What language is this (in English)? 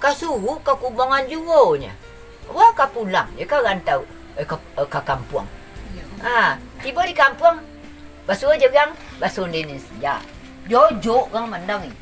Minangkabau